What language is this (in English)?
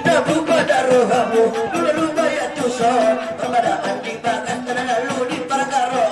Batak Angkola